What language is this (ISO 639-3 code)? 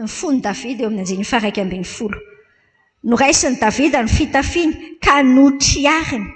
mlg